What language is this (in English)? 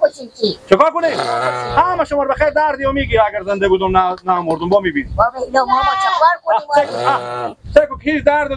Persian